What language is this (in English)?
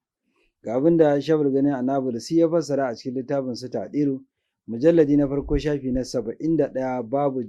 Hausa